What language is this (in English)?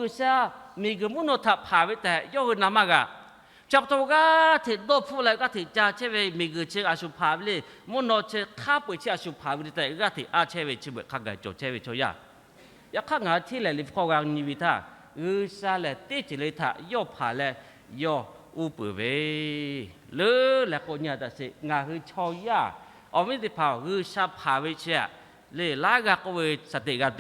Lahu